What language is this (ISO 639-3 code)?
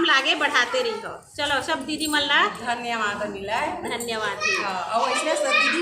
hne